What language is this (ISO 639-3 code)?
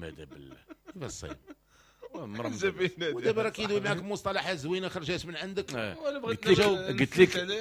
ary